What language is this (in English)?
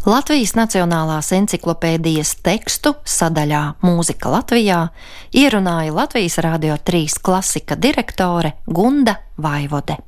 Latvian